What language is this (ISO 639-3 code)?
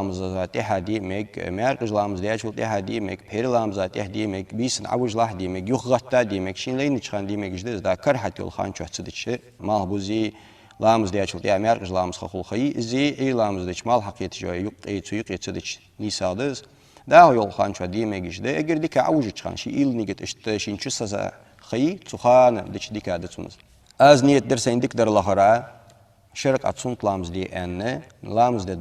inh